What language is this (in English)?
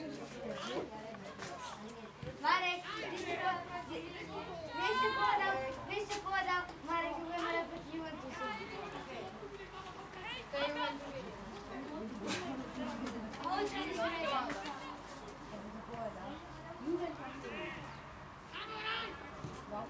Slovak